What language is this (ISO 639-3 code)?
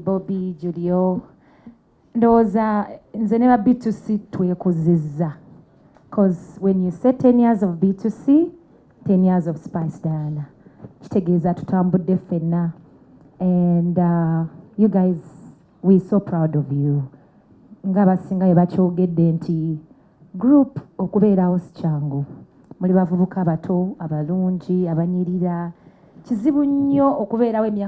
lug